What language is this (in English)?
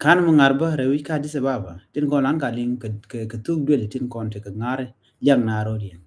Nuer